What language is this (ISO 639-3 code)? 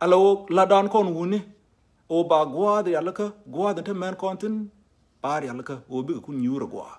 nus